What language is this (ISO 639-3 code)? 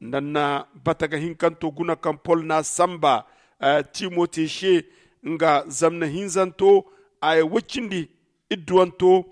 dje